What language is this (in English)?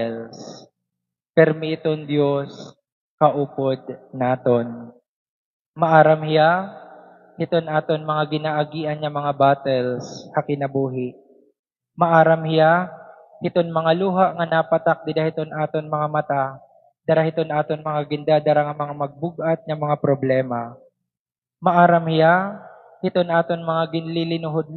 Waray